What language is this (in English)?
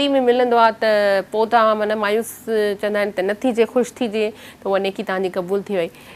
Sindhi